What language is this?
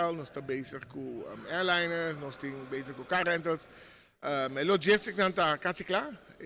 Papiamento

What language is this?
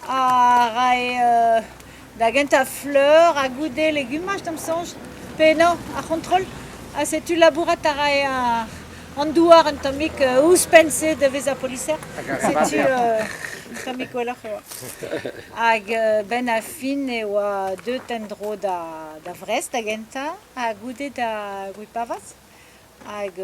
Breton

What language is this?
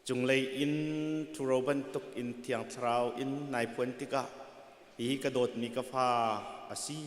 Hakha Chin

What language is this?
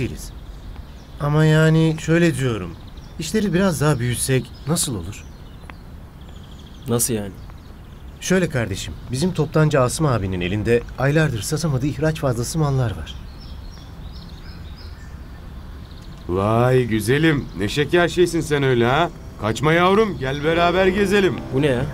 Turkish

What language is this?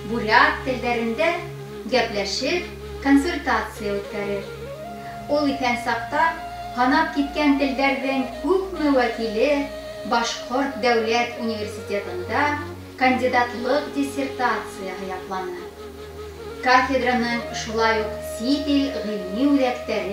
Bashkir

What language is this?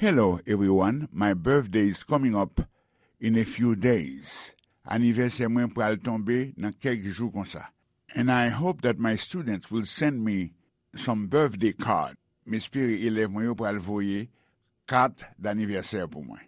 Haitian Creole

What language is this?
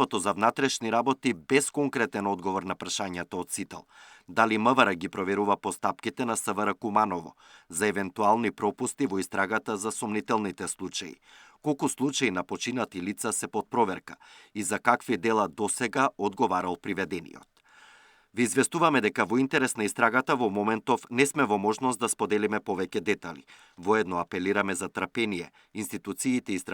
Macedonian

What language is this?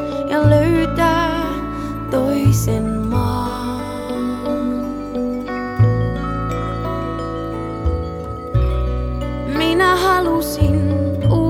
Finnish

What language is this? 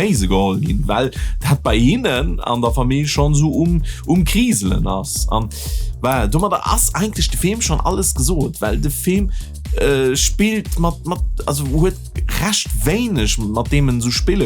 Luxembourgish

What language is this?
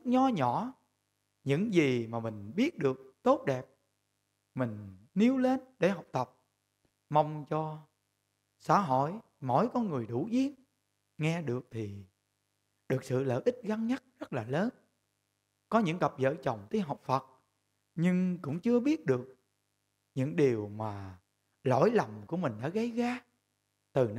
Vietnamese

